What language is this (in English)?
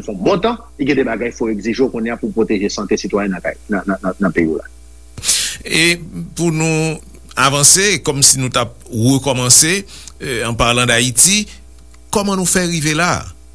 Haitian Creole